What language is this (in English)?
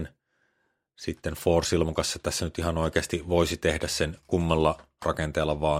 Finnish